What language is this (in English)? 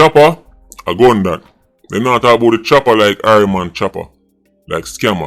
Jamaican Creole English